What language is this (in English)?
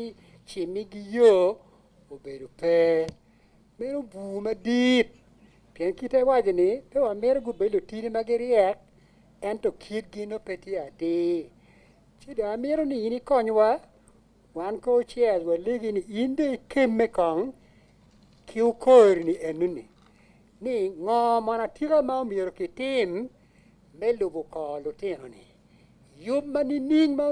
Acoli